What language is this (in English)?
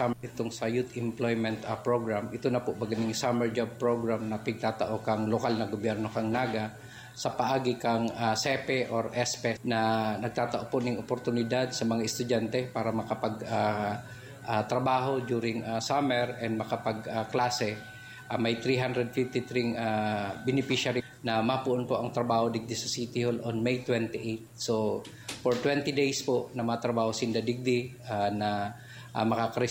Bikol